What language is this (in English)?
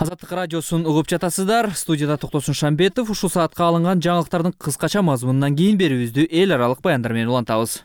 Kyrgyz